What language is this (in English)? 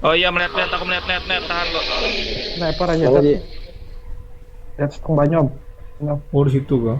Banjar